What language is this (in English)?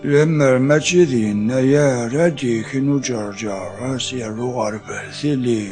Kabyle